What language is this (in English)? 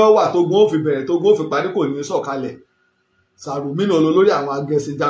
Yoruba